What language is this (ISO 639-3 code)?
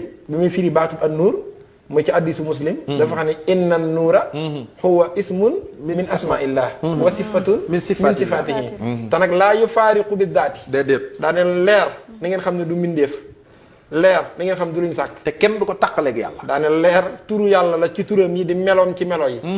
wol